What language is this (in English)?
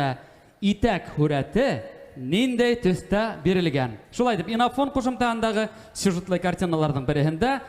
Bashkir